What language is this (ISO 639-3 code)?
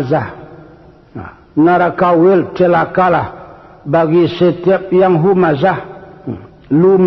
min